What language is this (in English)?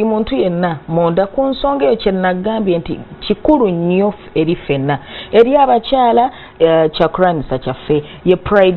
Ganda